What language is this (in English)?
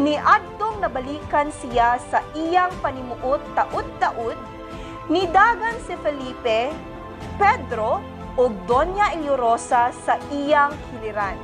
Cebuano